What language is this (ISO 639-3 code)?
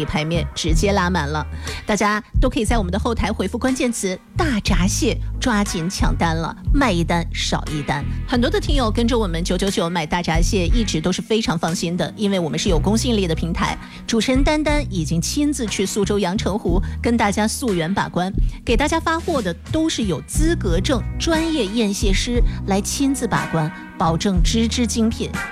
zho